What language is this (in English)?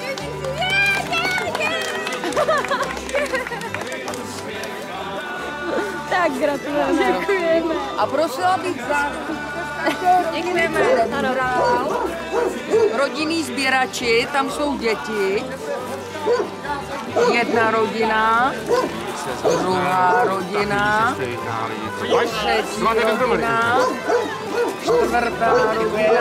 Czech